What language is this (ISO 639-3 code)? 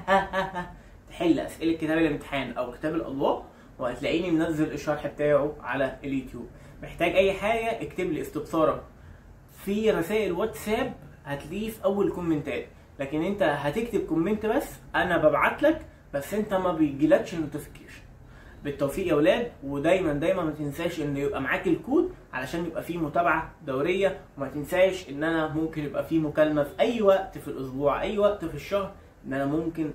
arz